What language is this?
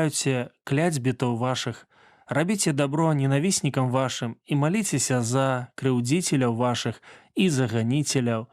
Belarusian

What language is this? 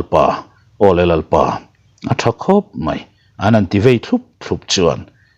Mizo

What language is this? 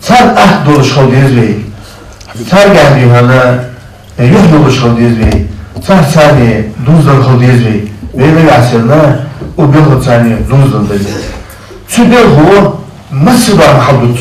Ingush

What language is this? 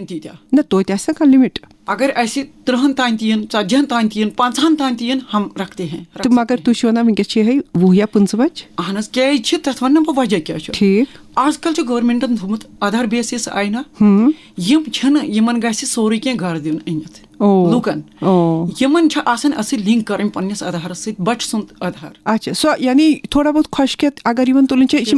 Kashmiri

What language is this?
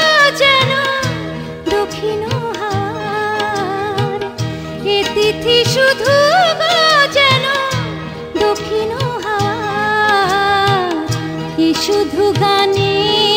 Bangla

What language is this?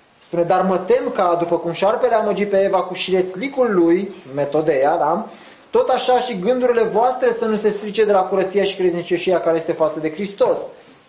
Romanian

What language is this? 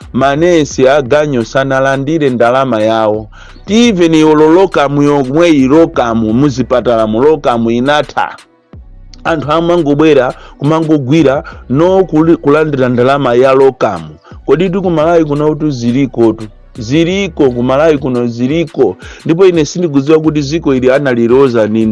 Nyanja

